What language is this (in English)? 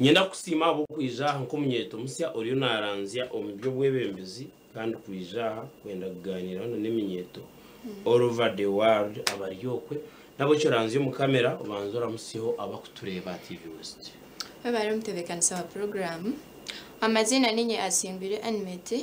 Nyankole